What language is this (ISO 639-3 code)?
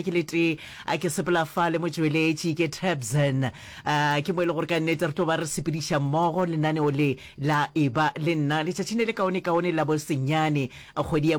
nso